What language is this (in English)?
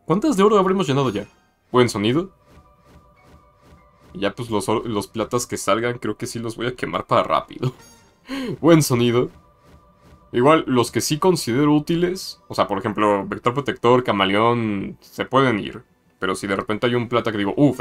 Spanish